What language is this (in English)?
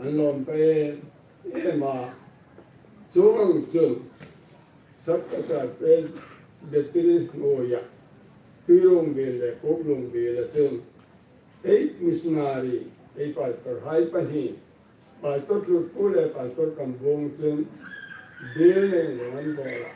Hmar